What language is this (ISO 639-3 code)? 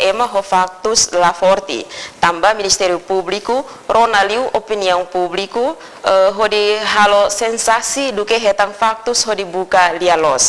tet